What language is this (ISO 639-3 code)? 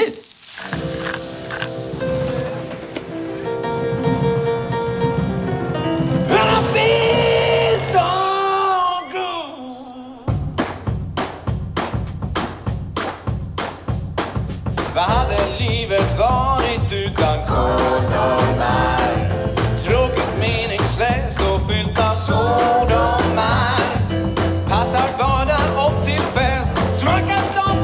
swe